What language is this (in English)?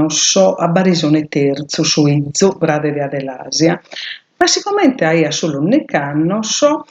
Sardinian